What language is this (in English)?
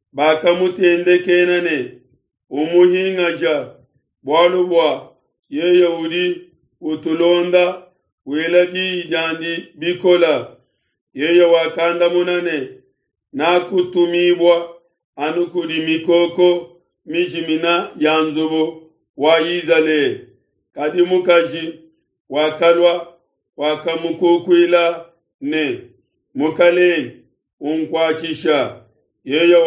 Luba-Lulua